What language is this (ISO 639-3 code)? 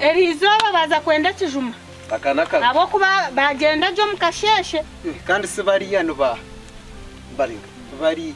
nyn